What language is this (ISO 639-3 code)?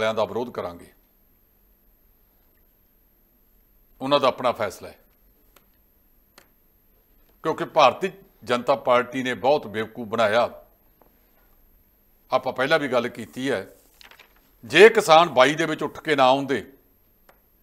pan